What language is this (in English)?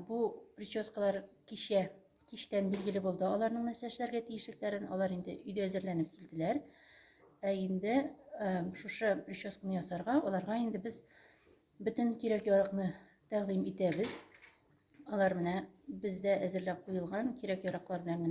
Tatar